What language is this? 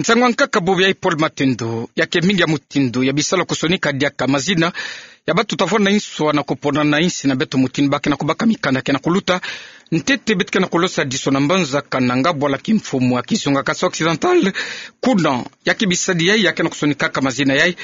Kituba (Democratic Republic of Congo)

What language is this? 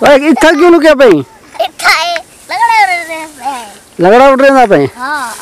Saraiki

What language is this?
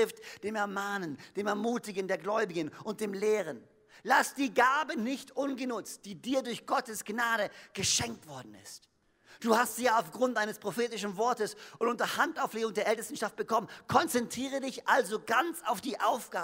German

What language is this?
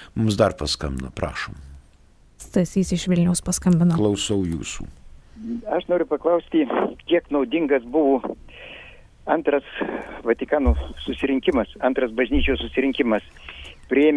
Lithuanian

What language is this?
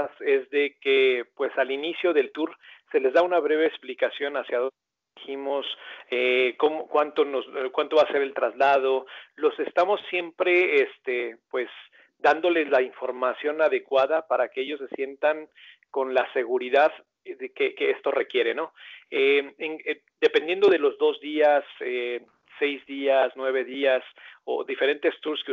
Spanish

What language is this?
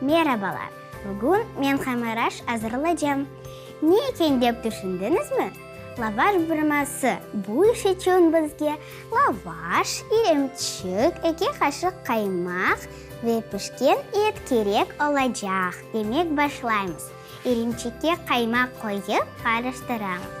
Crimean Tatar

